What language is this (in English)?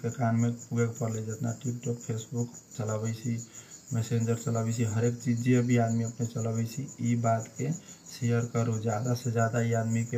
Bhojpuri